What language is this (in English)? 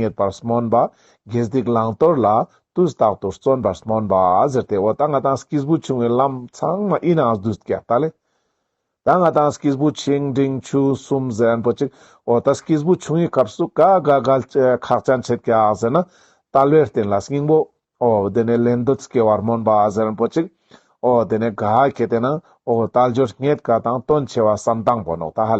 Ladakhi